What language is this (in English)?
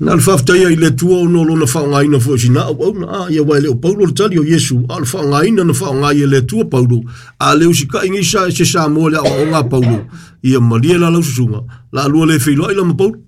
Samoan